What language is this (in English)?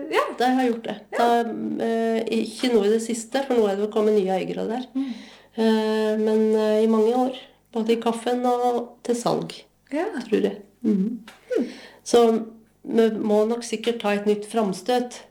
Norwegian